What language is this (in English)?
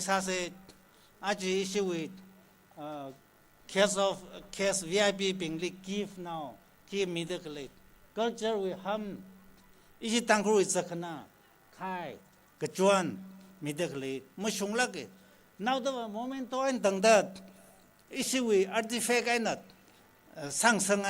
Tangkhul Naga (India)